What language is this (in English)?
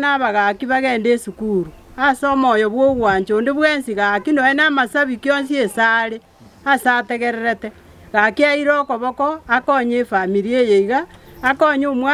Gusii